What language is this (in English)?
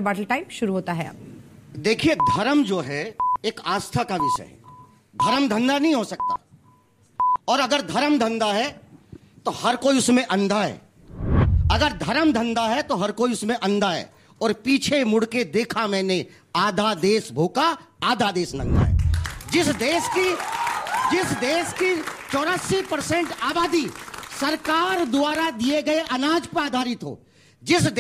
Hindi